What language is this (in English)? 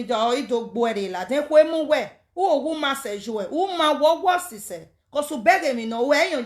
Nigerian Pidgin